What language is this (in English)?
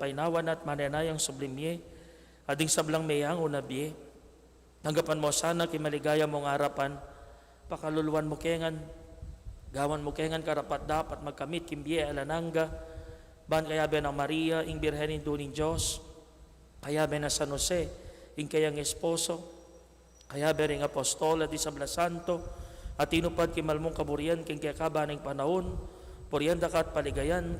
Pampanga